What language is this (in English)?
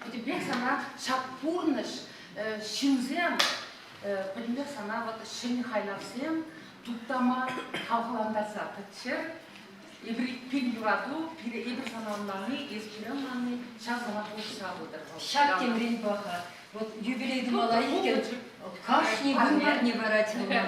Chuvash